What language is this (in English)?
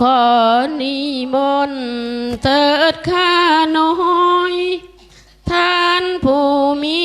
Lao